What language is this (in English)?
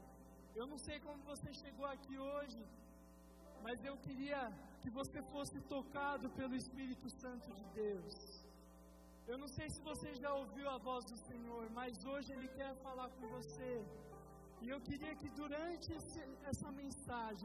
Portuguese